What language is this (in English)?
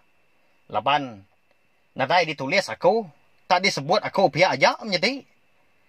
Iban